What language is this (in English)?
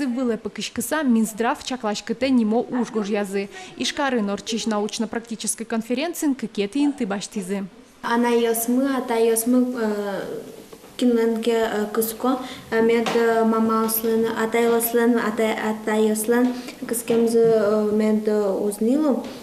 Udmurt